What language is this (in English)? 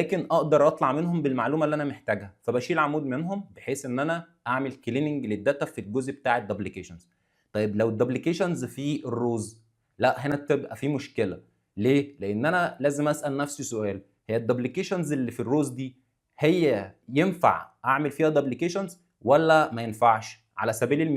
Egyptian Arabic